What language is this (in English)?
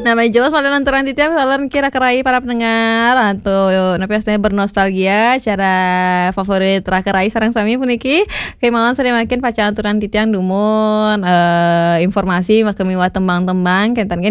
Balinese